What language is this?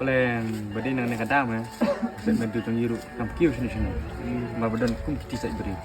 Khasi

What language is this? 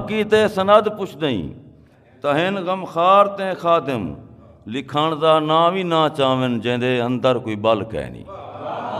Saraiki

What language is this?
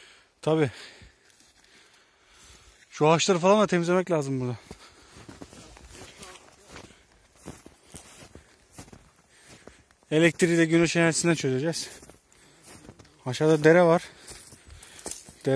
Turkish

